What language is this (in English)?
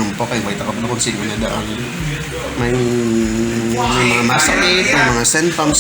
Hiligaynon